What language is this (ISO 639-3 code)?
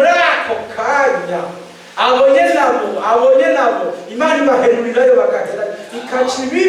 run